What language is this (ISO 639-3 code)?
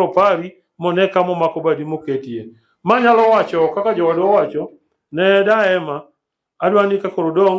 luo